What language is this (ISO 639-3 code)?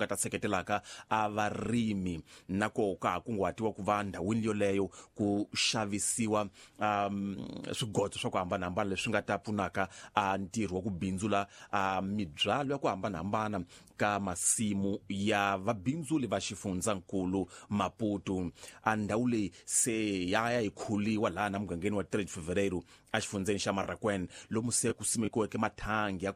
tso